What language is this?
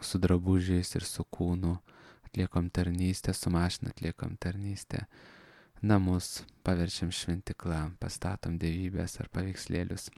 Lithuanian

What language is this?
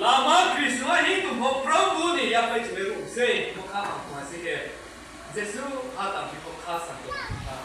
Riang (India)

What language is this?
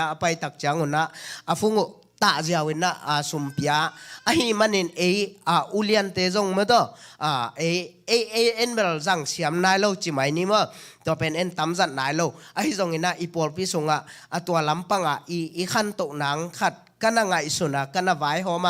Tedim Chin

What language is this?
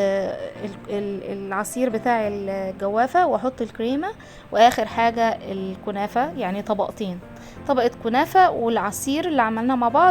Egyptian Arabic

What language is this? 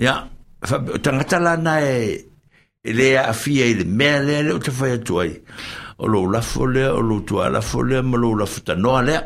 Samoan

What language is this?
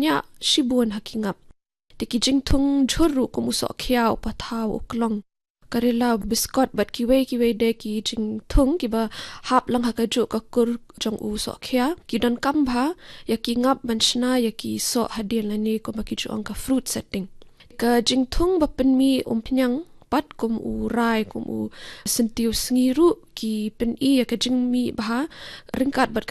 Khasi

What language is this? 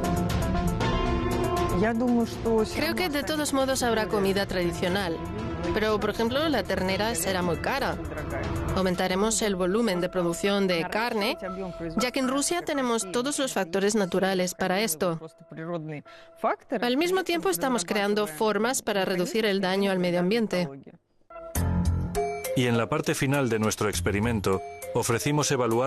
Spanish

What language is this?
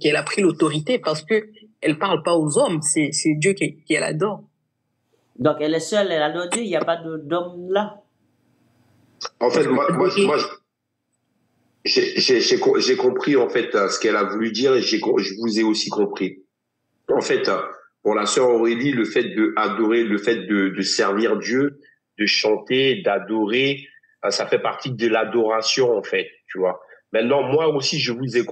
French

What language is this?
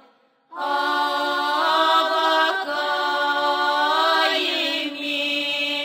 Erzya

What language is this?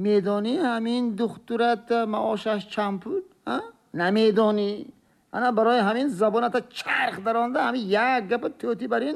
Tajik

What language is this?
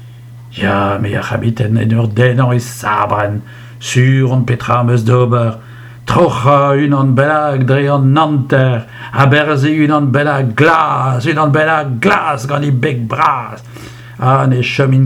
Breton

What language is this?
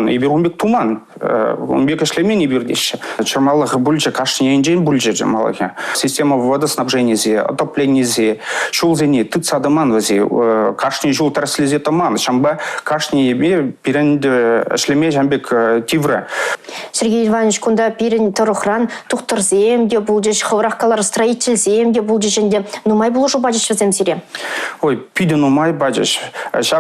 Chuvash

